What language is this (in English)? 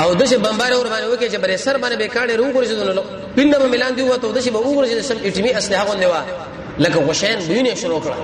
Pashto